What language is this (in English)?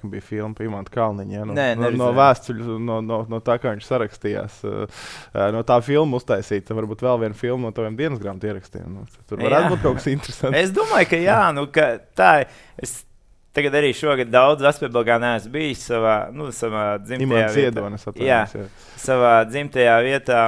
Latvian